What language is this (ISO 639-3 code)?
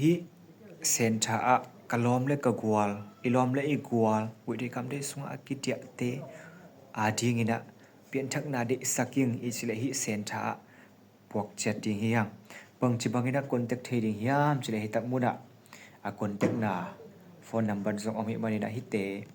ctd